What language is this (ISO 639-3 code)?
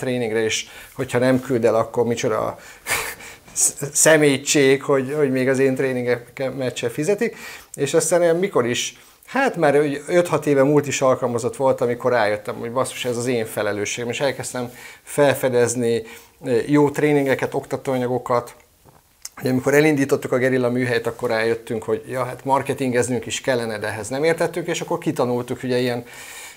hun